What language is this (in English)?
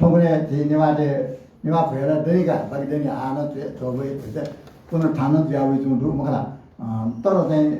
Newari